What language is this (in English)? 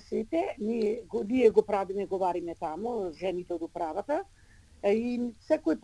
Macedonian